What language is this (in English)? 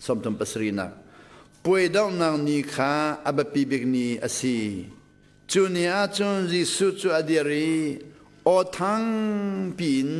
Hakha Chin